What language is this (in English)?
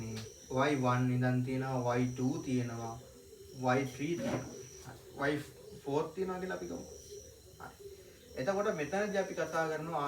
Sinhala